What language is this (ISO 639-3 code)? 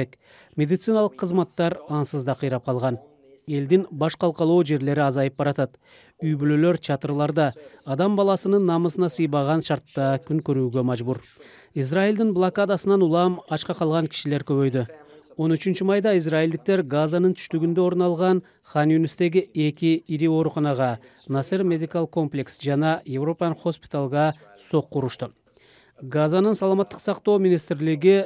kir